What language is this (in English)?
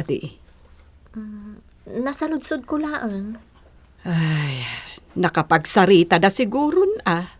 Iloko